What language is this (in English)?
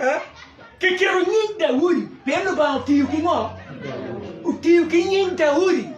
Acoli